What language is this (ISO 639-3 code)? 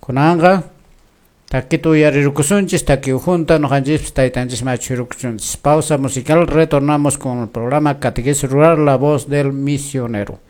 que